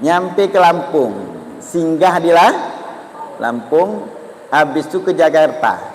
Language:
Musi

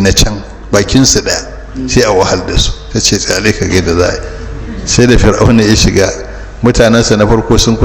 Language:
Hausa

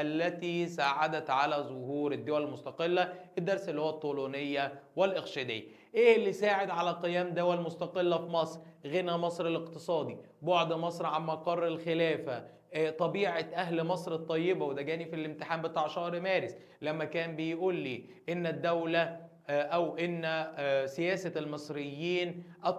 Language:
Egyptian Arabic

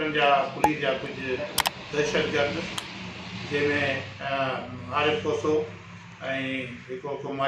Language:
Sindhi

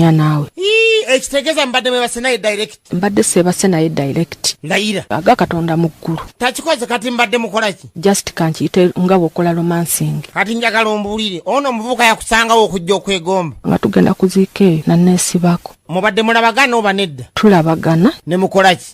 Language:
Ganda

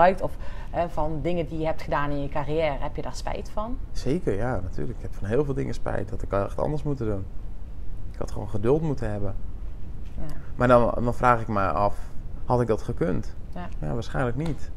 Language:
Dutch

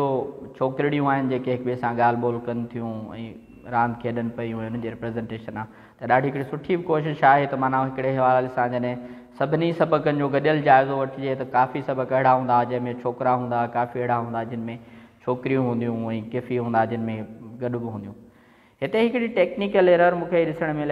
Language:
Sindhi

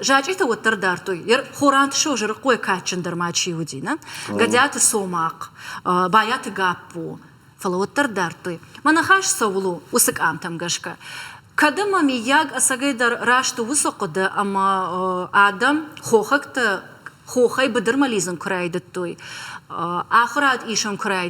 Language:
Ossetic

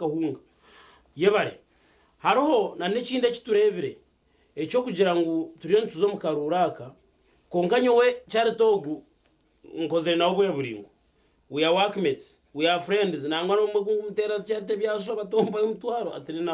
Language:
Nyankole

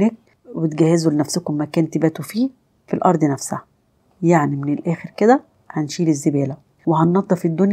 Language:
Egyptian Arabic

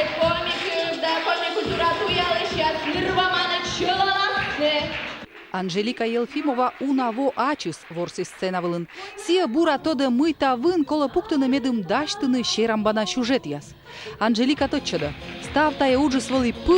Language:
Komi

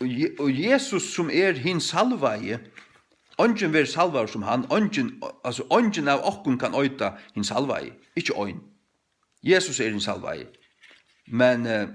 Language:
Faroese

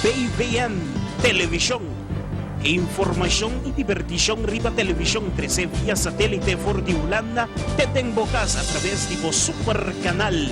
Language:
Papiamento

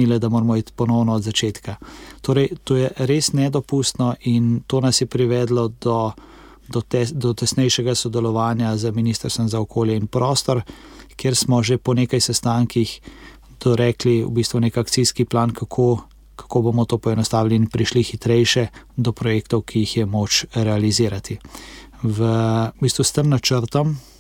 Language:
Slovenian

